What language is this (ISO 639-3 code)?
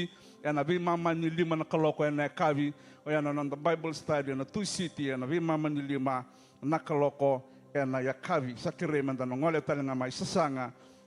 fij